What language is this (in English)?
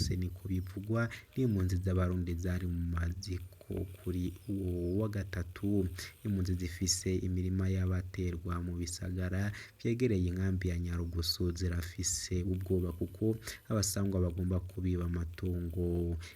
Rundi